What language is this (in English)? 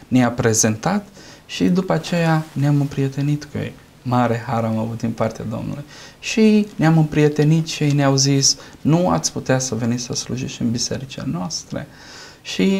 Romanian